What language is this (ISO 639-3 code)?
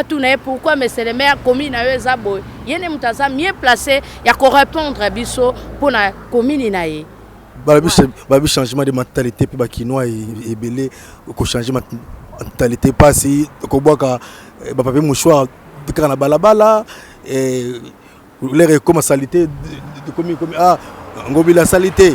lin